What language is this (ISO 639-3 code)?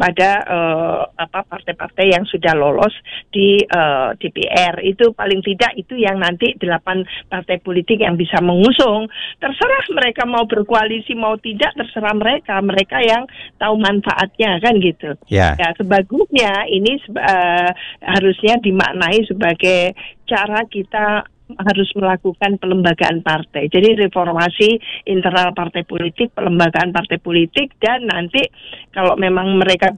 ind